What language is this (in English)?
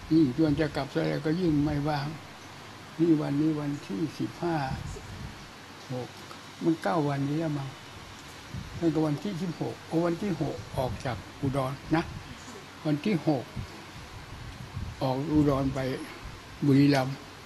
Thai